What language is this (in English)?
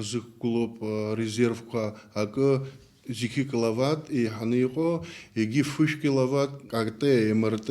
Abkhazian